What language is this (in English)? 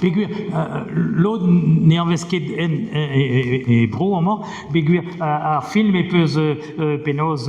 Breton